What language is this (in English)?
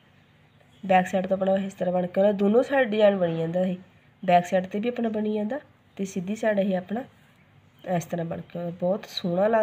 Punjabi